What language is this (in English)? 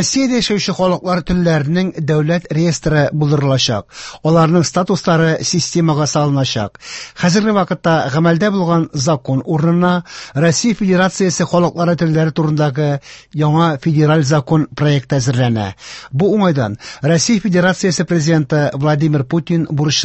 Tatar